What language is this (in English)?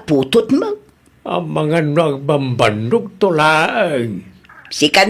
Iloko